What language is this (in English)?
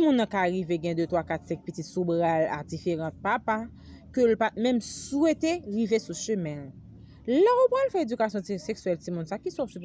Haitian Creole